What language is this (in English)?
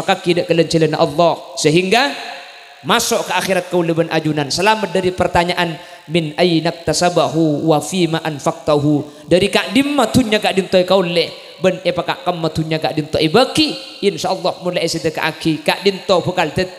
Madurese